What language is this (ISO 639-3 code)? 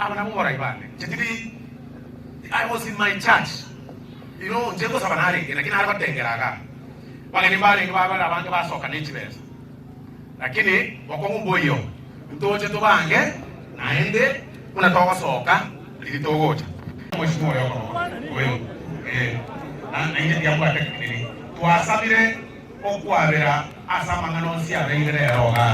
guz